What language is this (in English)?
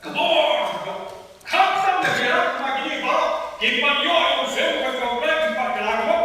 Khasi